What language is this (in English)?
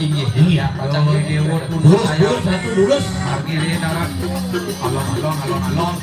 Balinese